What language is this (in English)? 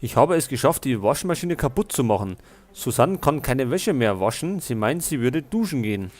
Bavarian